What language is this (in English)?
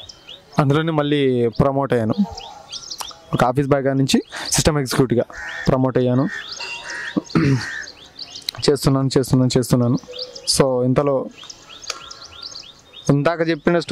Telugu